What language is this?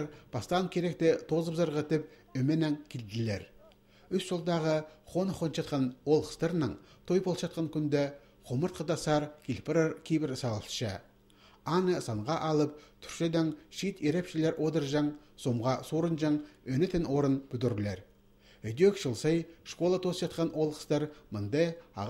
Khakas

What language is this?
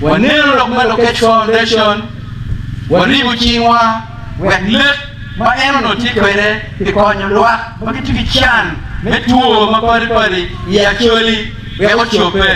Acoli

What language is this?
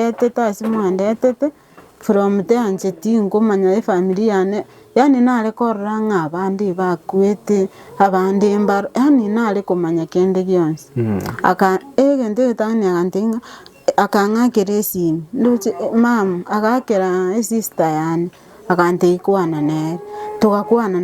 Gusii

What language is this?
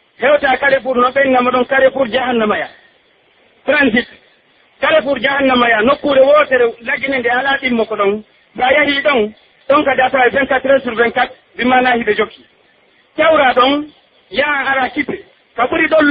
Pular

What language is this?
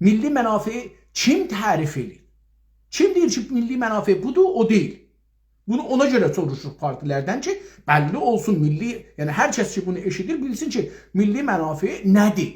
South Azerbaijani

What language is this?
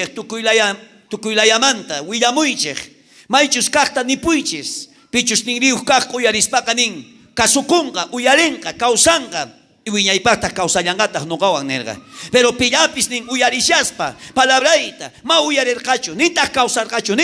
South Bolivian Quechua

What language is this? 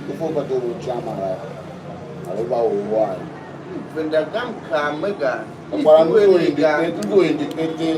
Tiv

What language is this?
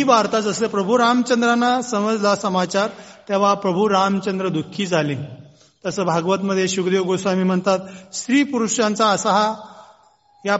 Marathi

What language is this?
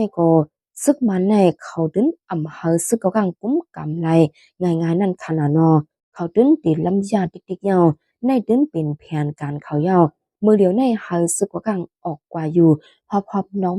Shan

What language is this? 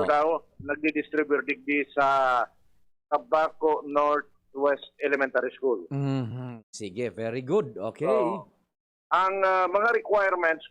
Bikol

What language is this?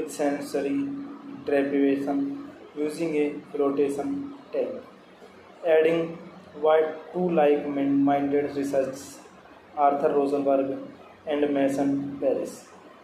English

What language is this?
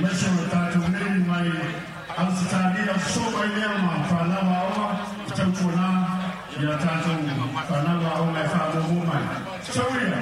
Samoan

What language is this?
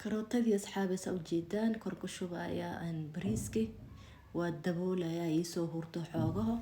Somali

